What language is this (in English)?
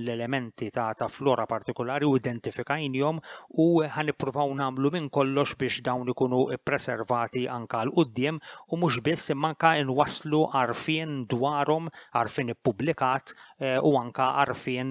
Maltese